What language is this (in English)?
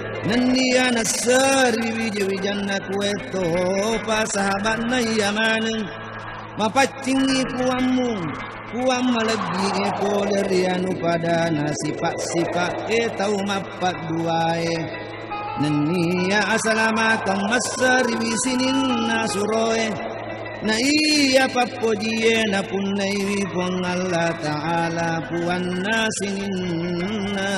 Buginese